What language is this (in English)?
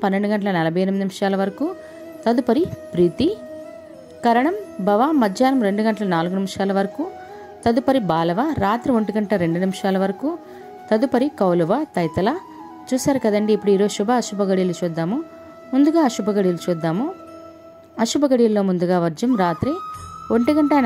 Telugu